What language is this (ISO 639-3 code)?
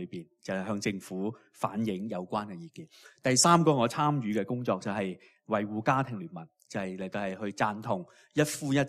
yue